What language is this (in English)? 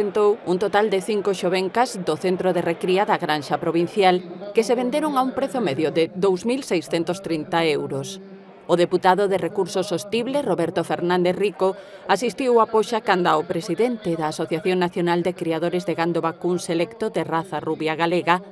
Galician